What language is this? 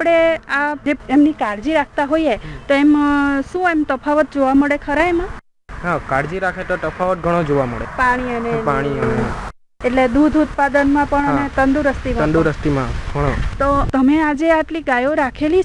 Gujarati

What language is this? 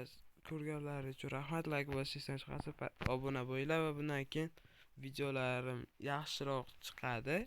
Uzbek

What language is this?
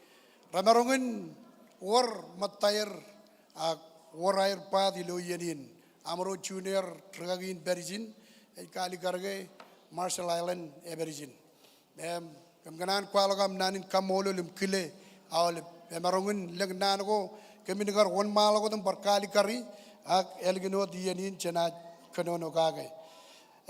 Marshallese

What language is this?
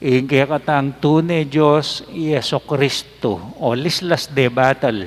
Pampanga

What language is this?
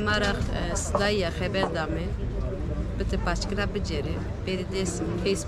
Zaza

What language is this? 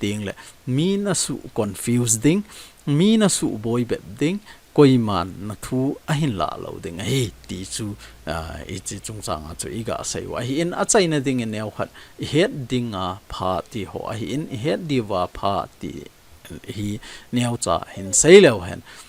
Thado Chin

